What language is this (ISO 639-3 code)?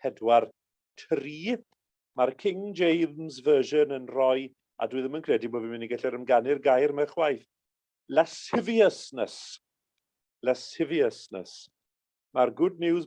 cym